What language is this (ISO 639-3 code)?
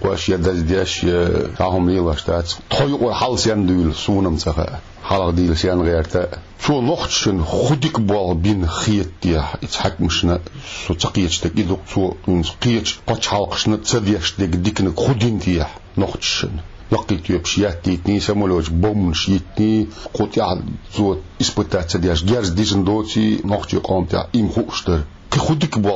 che